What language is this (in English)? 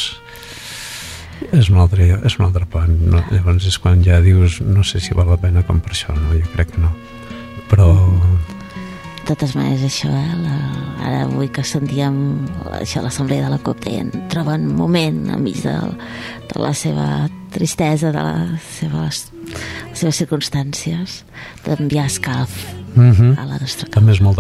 Catalan